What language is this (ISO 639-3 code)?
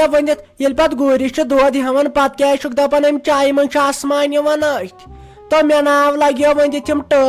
kas